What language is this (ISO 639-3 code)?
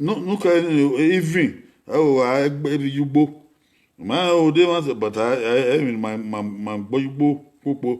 bin